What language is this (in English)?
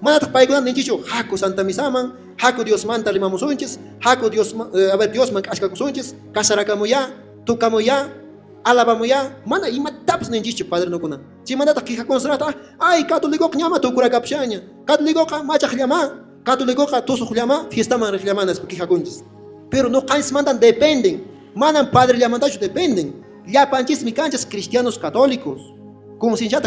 Quechua